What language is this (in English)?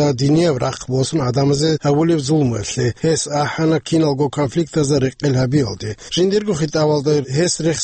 Avaric